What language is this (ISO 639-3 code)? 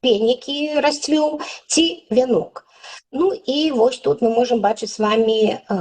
bel